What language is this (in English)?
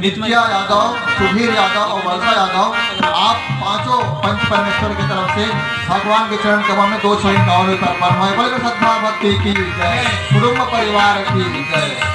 Chhattisgarhi